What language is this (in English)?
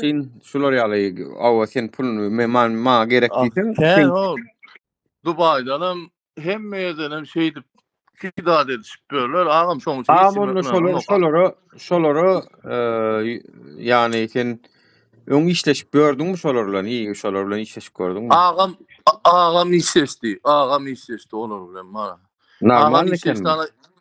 Turkmen